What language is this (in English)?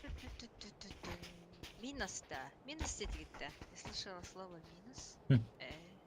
Yakut